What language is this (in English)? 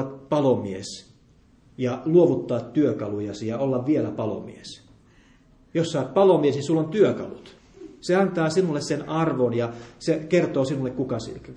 Finnish